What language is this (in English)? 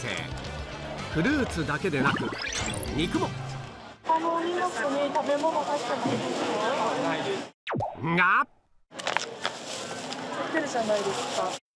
Japanese